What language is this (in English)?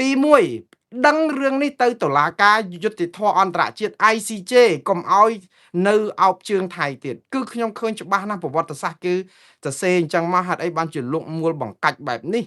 Khmer